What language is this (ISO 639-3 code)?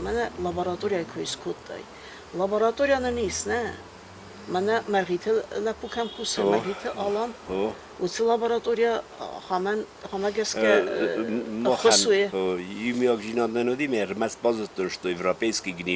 oss